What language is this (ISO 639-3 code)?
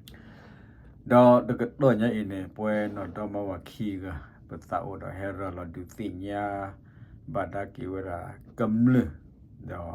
ksw